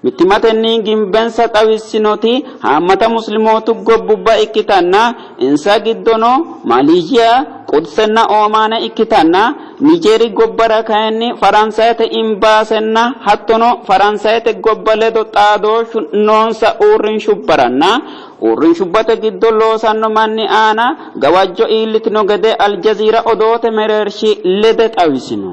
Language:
Sidamo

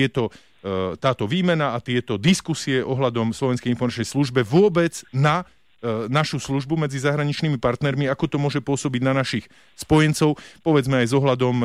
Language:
Slovak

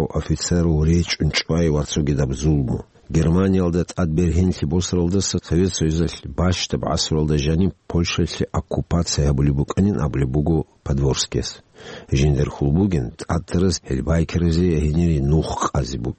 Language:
Avaric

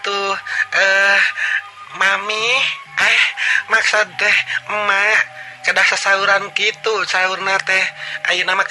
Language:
Sundanese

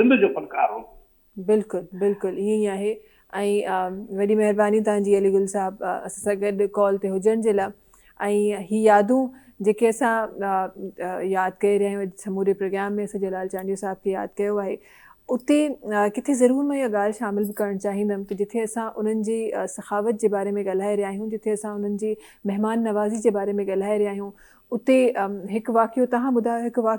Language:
Sindhi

